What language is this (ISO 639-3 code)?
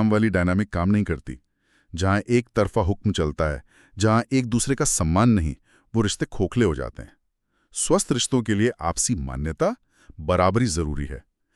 hin